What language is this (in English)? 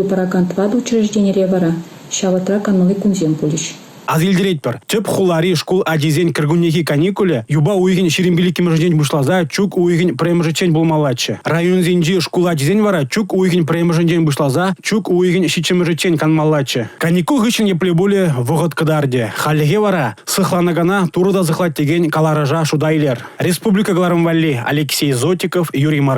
Chuvash